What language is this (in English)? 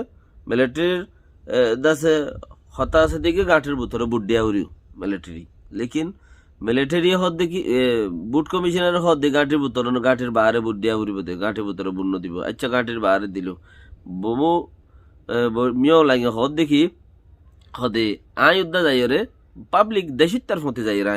Rohingya